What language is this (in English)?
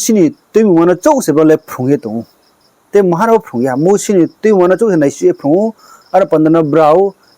Riang (India)